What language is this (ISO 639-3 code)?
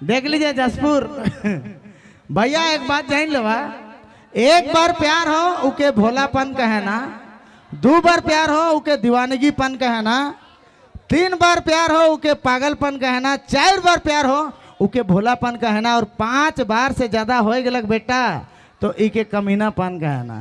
sck